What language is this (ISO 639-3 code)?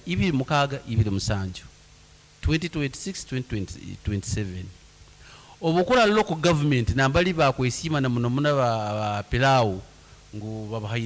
nyn